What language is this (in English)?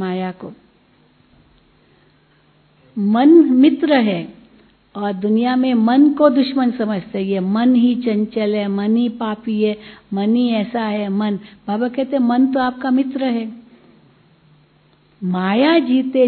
Hindi